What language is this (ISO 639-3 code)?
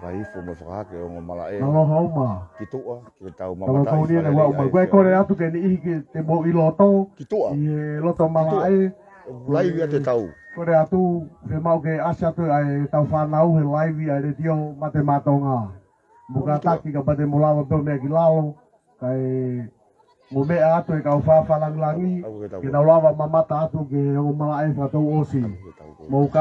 ton